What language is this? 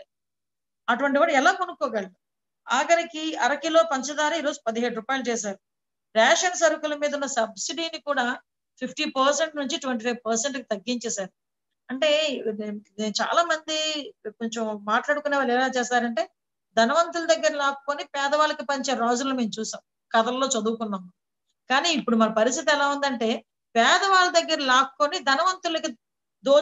Telugu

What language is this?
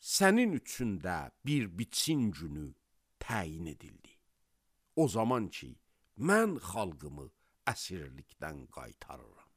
Azerbaijani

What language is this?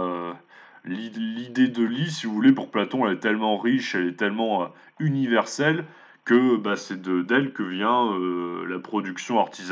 French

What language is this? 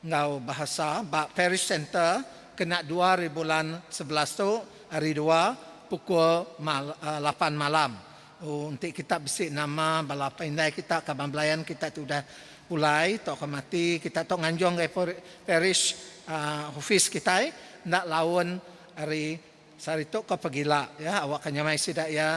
Iban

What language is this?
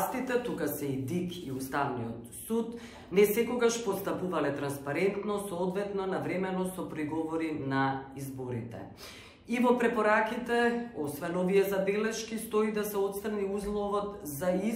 Macedonian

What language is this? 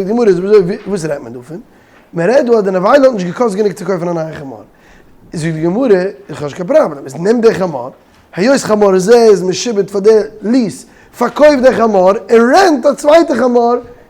Yiddish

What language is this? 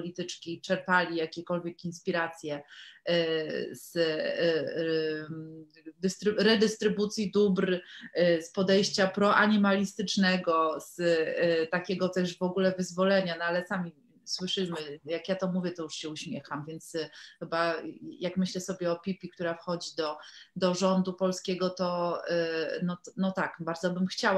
Polish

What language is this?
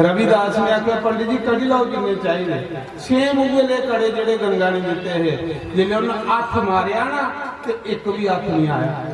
Dogri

